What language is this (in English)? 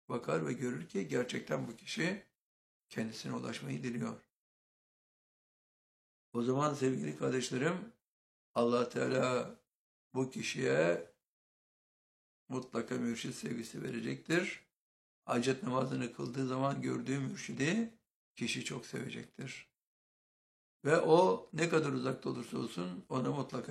Turkish